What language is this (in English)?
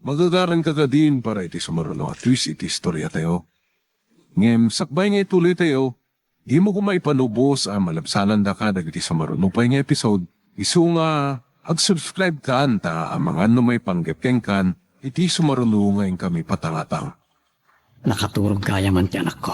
Iloko